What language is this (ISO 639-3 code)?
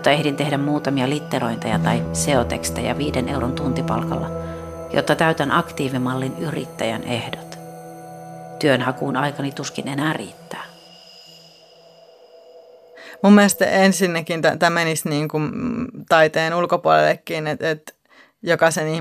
fin